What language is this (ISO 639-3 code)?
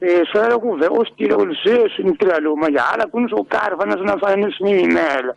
tso